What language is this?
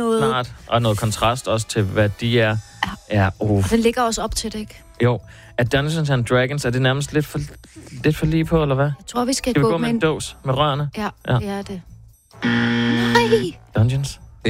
Danish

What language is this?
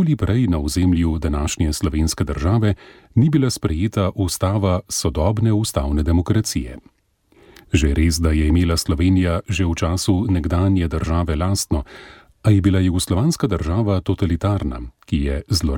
Slovenian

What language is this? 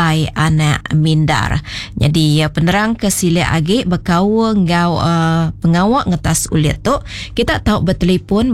Iban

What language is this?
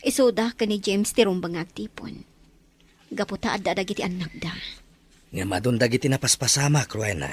Iloko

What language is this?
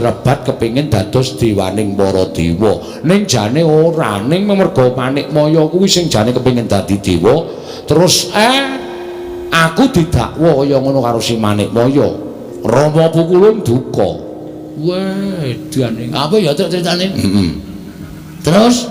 Javanese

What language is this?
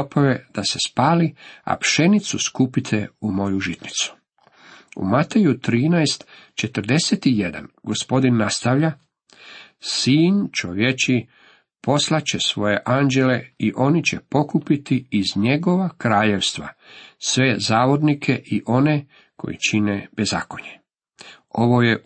Croatian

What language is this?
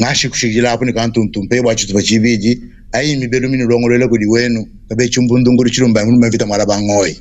Luba-Lulua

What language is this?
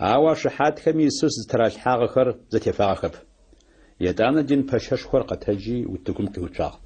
Adyghe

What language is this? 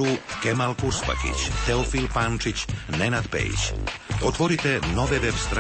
Serbian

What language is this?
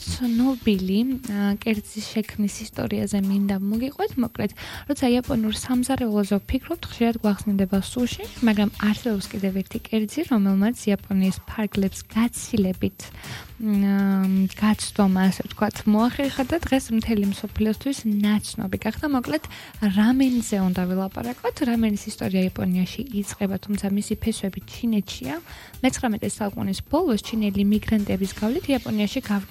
Georgian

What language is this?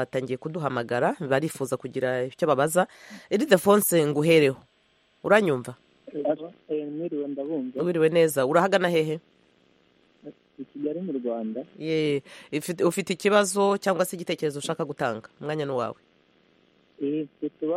Kinyarwanda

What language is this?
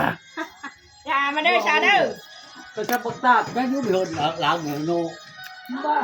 Northeastern Thai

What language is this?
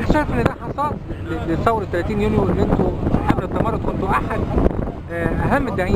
Egyptian Arabic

